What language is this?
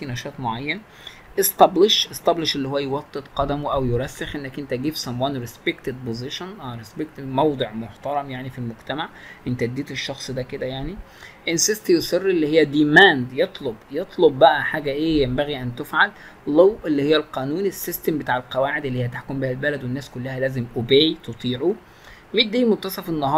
Egyptian Arabic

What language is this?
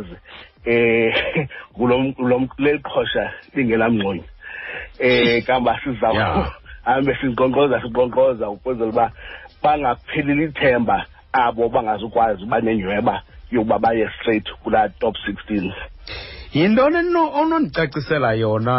Xhosa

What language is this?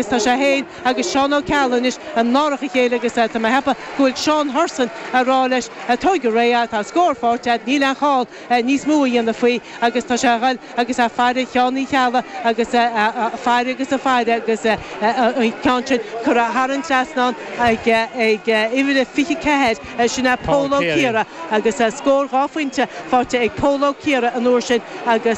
Irish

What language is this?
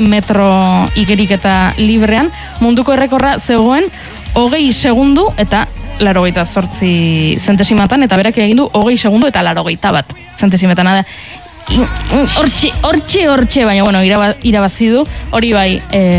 Basque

